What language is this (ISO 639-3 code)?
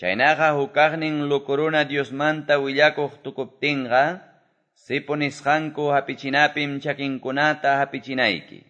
que